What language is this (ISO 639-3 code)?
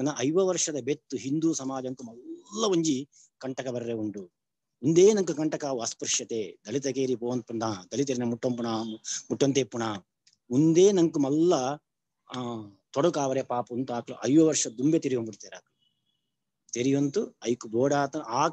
tcy